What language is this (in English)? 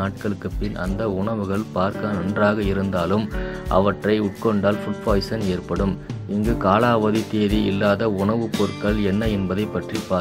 Tamil